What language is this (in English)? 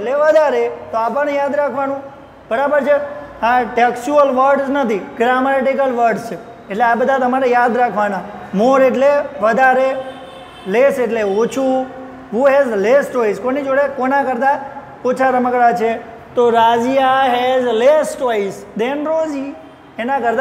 Gujarati